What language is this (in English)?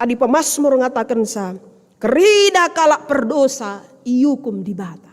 Batak Karo